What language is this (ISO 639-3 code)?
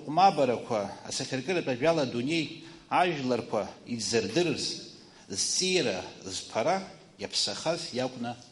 abk